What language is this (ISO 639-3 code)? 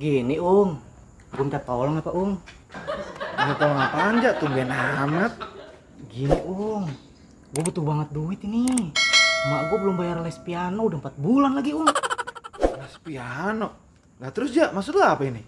bew